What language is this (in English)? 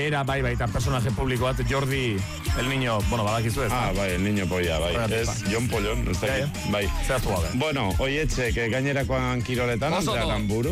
Basque